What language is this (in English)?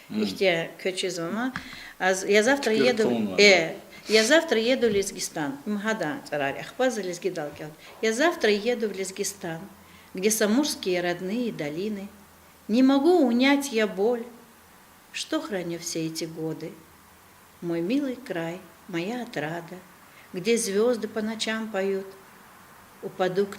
Lezghian